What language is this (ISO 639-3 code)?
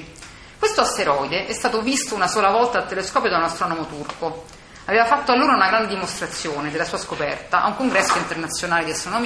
ita